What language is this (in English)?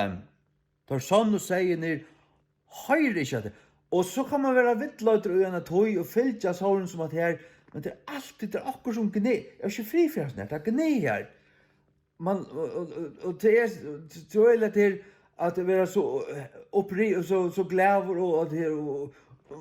Faroese